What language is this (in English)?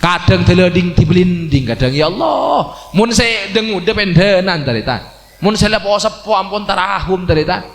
Madurese